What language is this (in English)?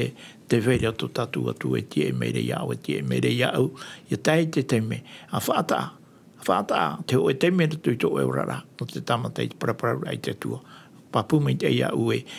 Tahitian